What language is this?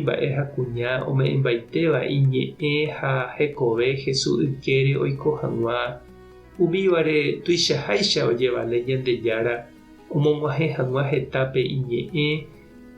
Guarani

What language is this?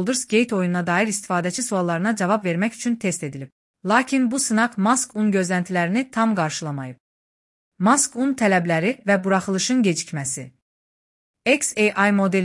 Azerbaijani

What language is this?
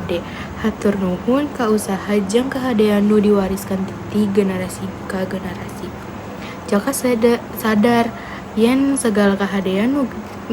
Sundanese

